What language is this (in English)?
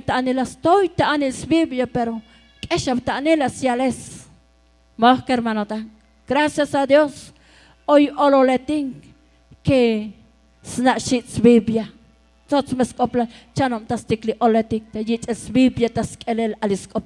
Tzotzil